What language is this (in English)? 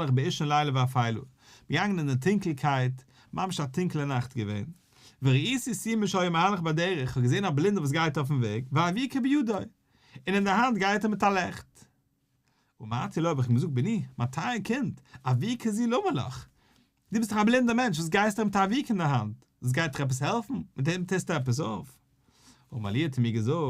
Yiddish